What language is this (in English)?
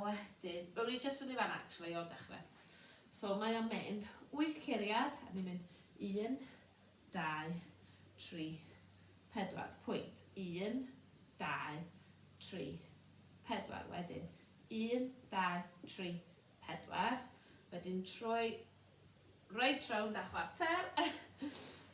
Welsh